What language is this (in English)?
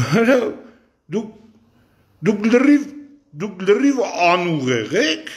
Armenian